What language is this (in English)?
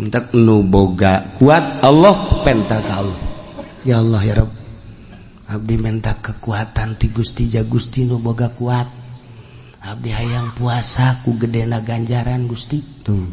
Sundanese